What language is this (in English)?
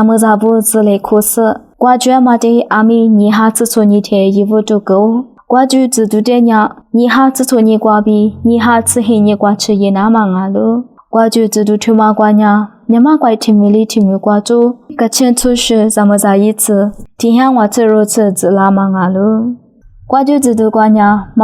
Lisu